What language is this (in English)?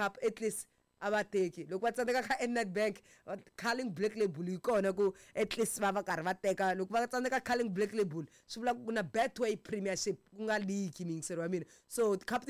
Tsonga